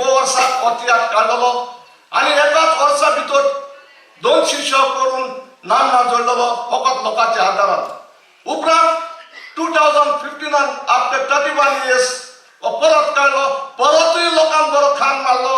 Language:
Konkani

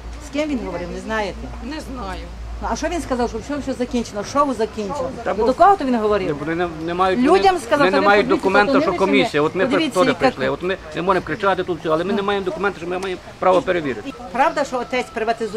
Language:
Ukrainian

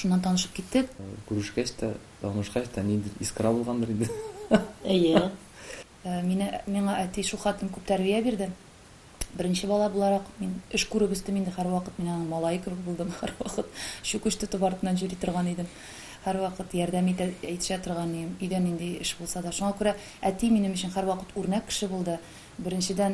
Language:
Tatar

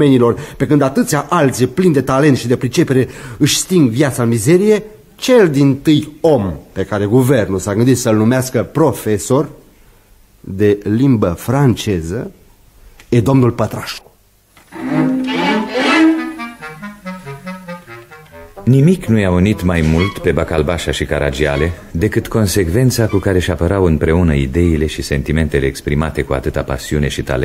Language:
Romanian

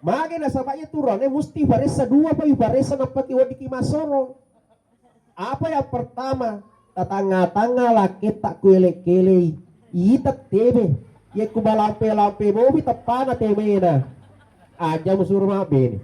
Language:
Buginese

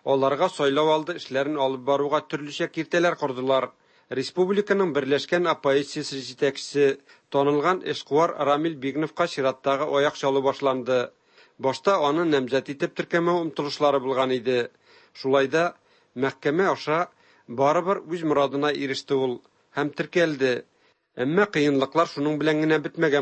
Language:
Tatar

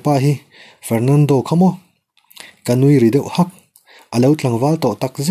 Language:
Mizo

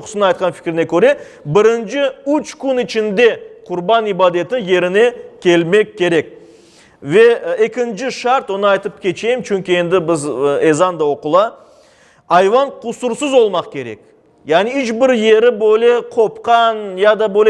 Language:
Crimean Tatar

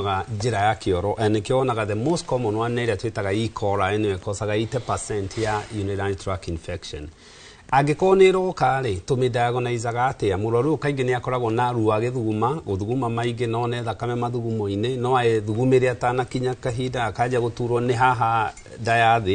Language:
Kikuyu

